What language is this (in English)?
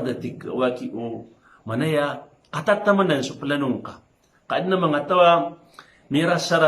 Maranao